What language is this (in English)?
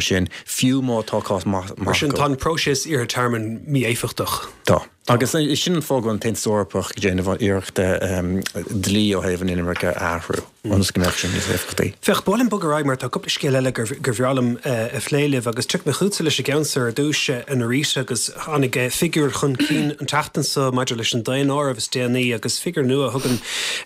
Irish